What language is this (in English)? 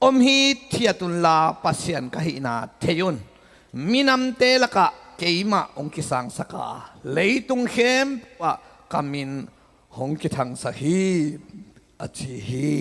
Tedim Chin